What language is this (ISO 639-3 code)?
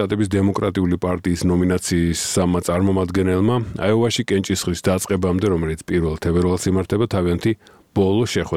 kat